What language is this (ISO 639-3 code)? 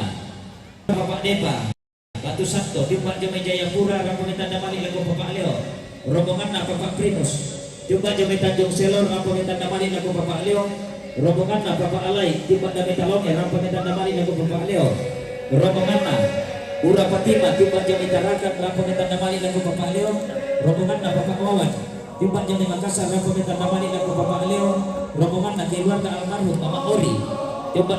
sda